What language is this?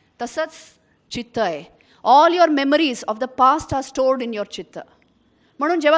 Marathi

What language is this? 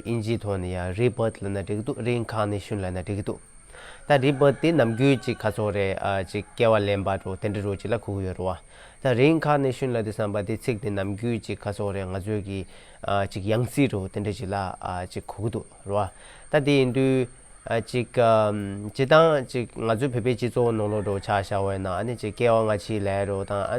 Tibetan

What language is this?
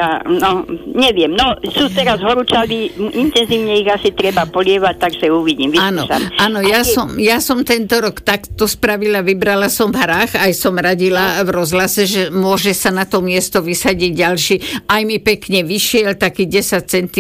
Slovak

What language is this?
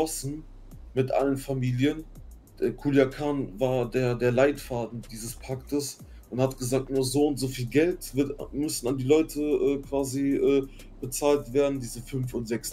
German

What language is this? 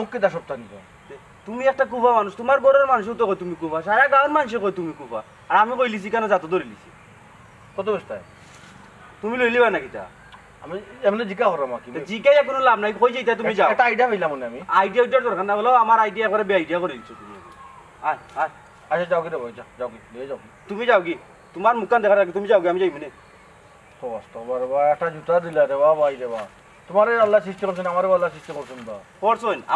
Sylheti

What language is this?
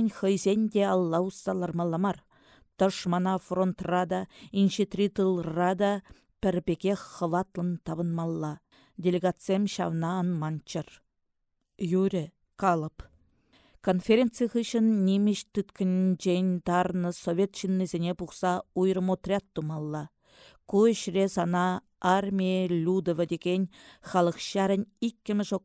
Chuvash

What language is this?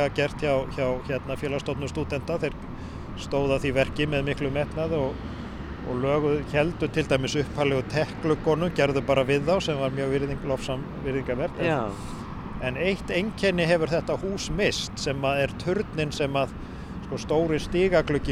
Icelandic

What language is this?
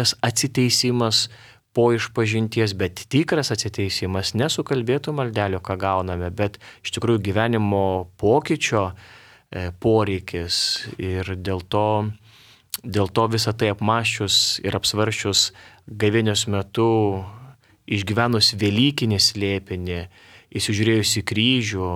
Lithuanian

